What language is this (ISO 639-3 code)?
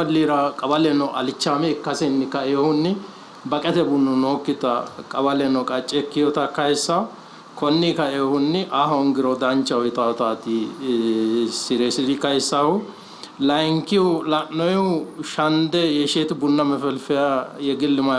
sid